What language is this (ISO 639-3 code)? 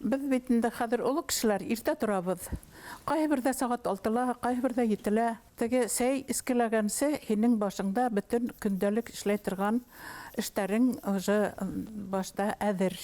bak